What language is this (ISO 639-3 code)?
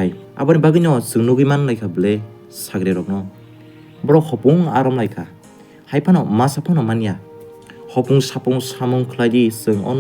trp